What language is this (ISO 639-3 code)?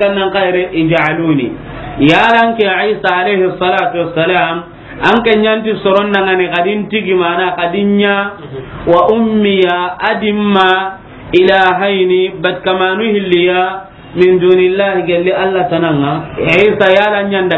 snk